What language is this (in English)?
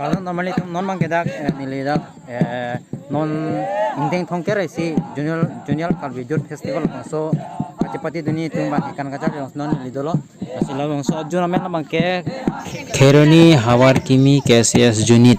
Karbi